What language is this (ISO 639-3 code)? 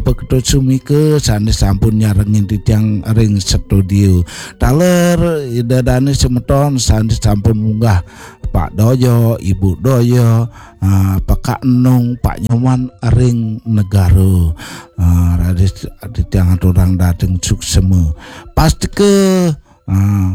ban